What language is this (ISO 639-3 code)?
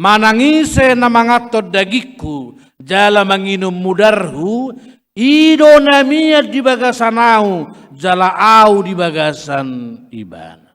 bbc